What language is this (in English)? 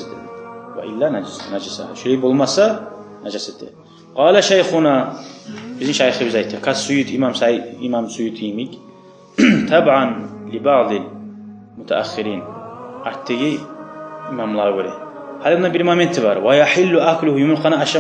Kumyk